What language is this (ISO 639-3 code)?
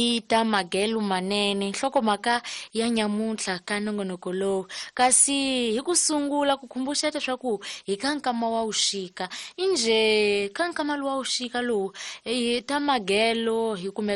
tso